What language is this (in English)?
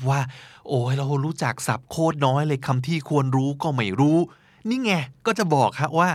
Thai